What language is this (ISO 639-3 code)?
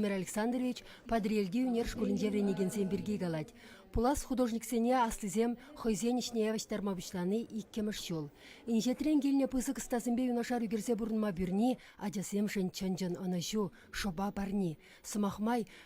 chv